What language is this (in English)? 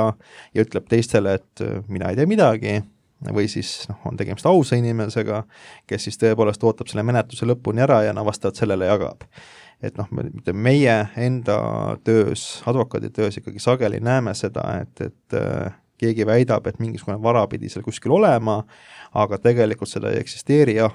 Estonian